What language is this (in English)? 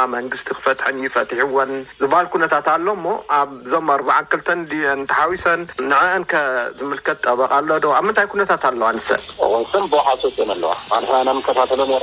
Tigrinya